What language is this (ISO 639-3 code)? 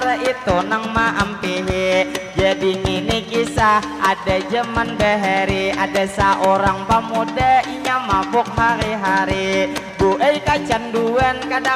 bjn